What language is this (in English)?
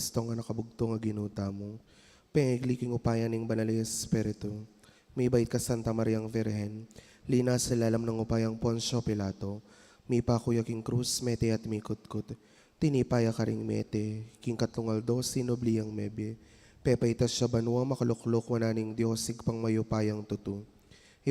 Pampanga